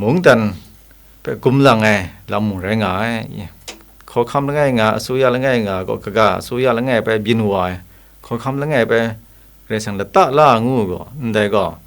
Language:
Kachin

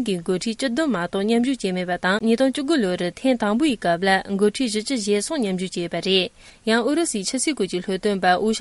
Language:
Tibetan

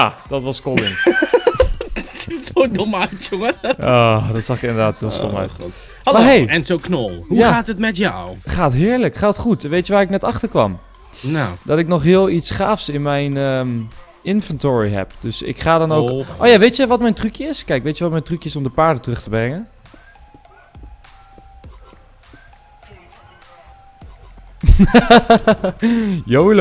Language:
Dutch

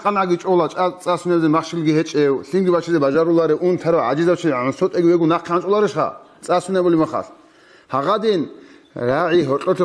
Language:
Avaric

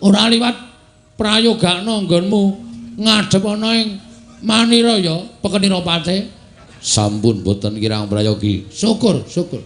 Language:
Javanese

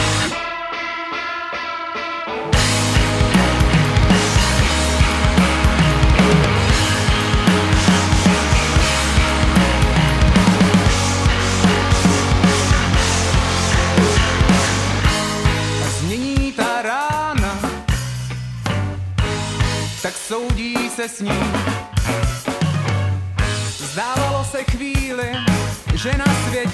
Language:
Czech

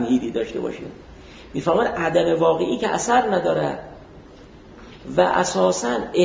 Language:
Persian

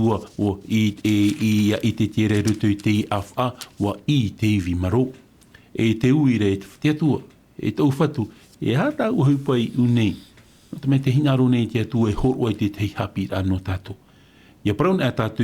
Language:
Tahitian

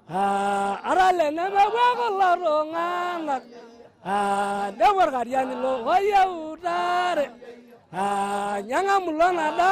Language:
Masai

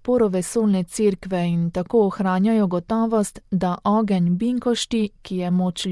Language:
Slovenian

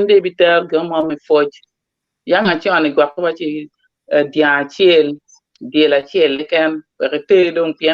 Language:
Acoli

